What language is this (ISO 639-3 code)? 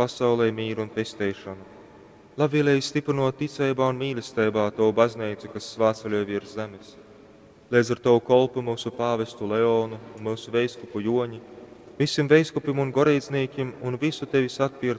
ltg